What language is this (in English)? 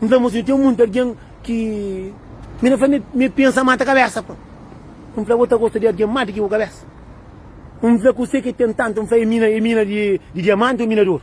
Kabuverdianu